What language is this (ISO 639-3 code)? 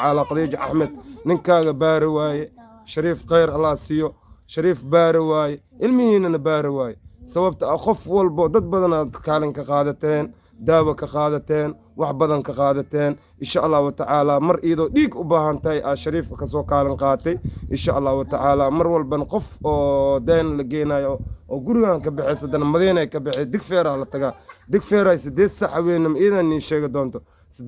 som